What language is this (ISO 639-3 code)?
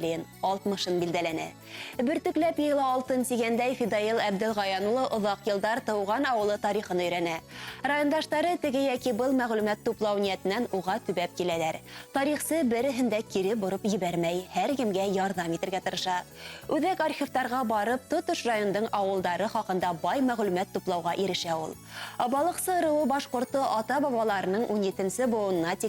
bak